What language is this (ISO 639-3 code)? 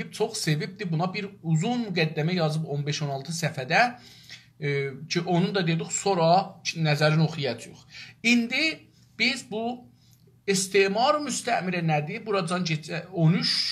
azb